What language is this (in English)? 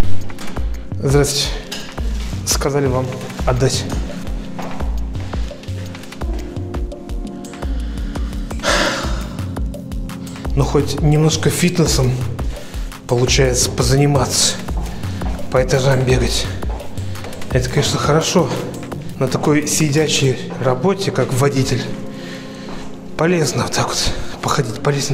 Russian